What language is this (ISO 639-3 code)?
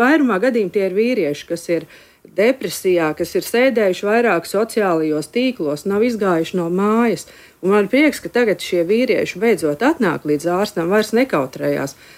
lav